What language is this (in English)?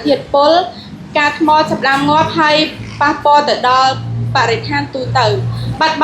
Khmer